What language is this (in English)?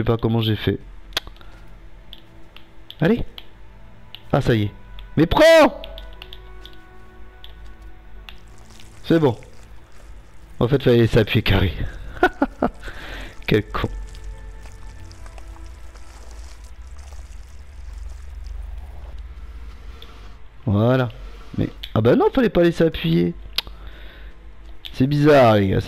French